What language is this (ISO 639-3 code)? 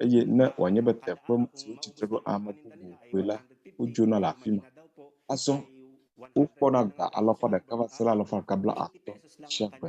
ewe